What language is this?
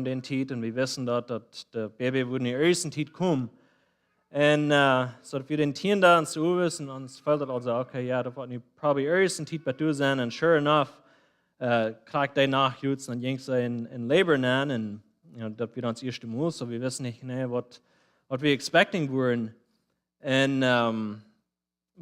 Plautdietsch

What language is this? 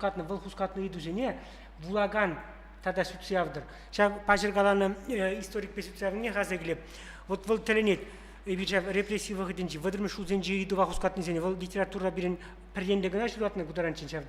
Chuvash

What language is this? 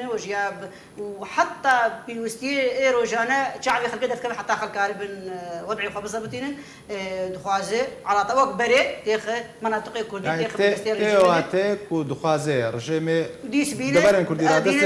Kurdish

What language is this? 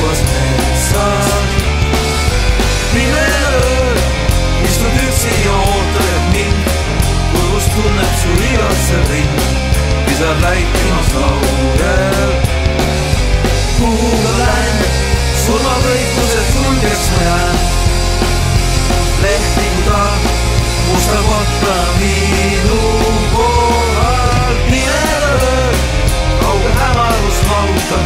Estonian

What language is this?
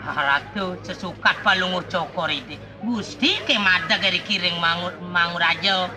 Balinese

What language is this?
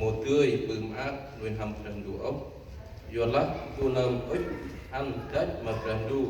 Central Mnong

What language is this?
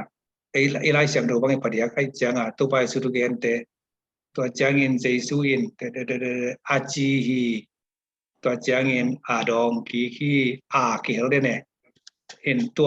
Tedim Chin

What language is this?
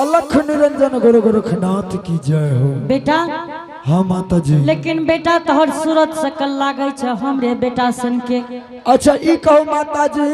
Angika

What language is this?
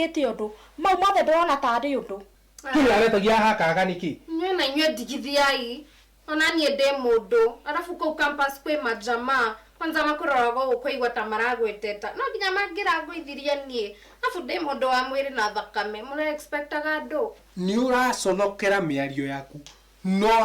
Kikuyu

